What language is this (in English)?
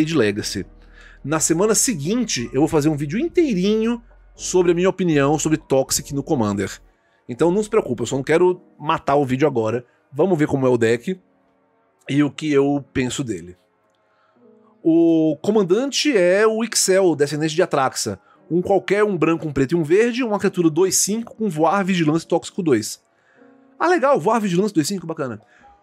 Portuguese